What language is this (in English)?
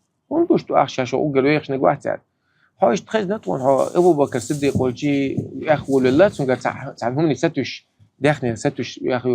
Chechen